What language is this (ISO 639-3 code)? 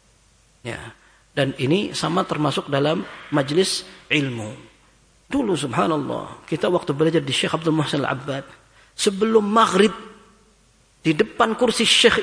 ind